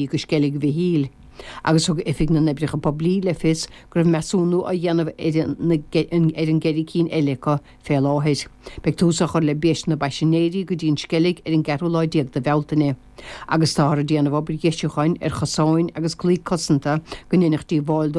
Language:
Irish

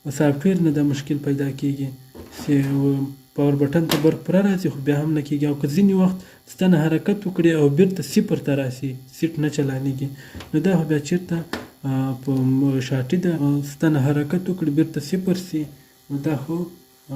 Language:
Pashto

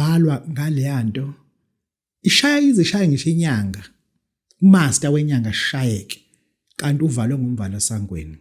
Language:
Zulu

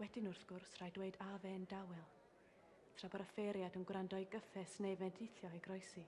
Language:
Welsh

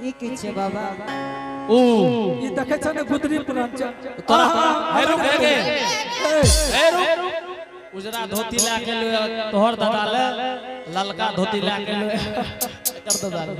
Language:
Angika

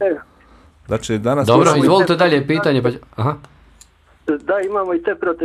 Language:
Bosnian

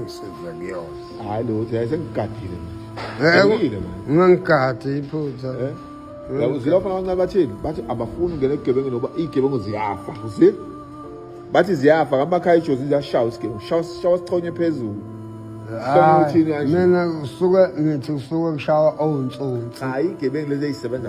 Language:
Zulu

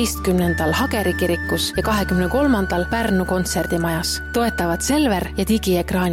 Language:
Estonian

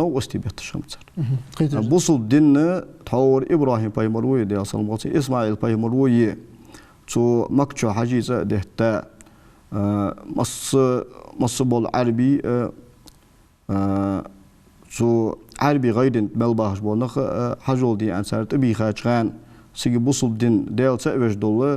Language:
Ingush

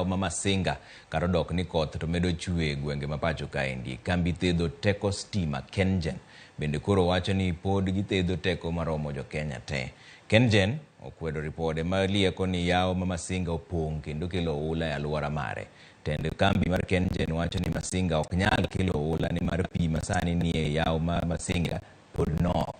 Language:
Luo (Kenya and Tanzania)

